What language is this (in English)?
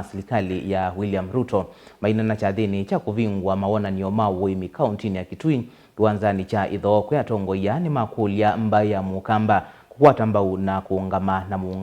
Kamba